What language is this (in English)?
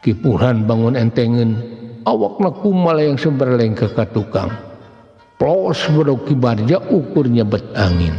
Sundanese